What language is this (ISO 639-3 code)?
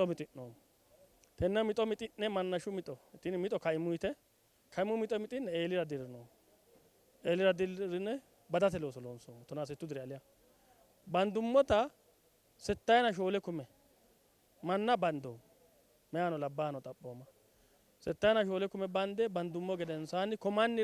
sid